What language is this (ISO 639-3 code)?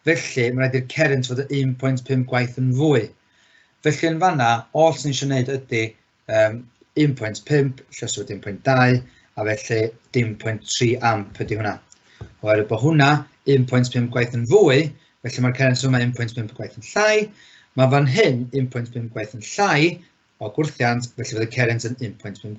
cym